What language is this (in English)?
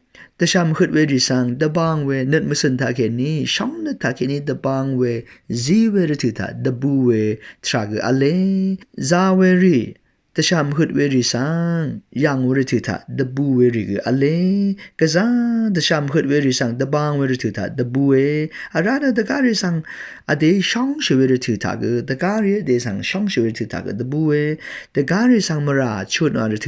Rawang